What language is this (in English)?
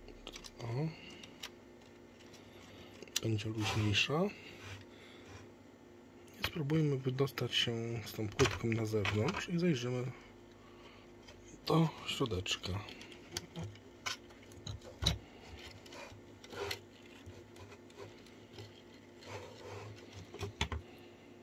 Polish